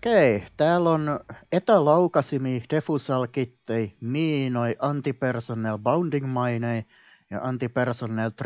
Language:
Finnish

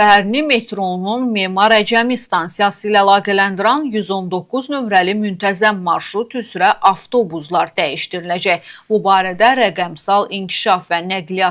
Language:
Azerbaijani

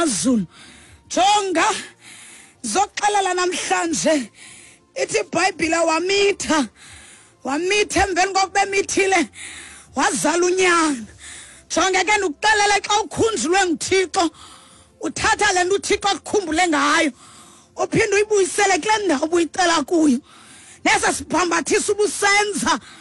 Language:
Xhosa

